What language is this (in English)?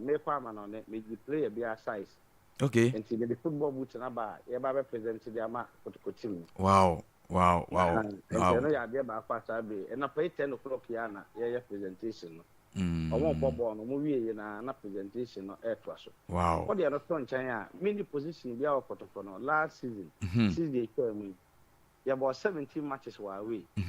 Akan